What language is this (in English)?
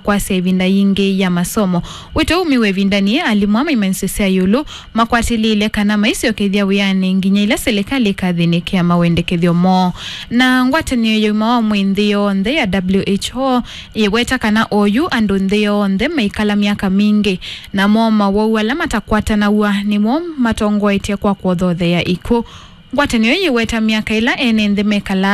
Kamba